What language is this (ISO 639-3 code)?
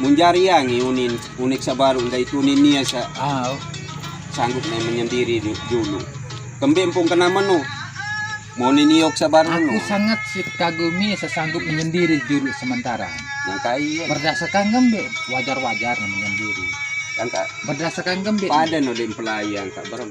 sas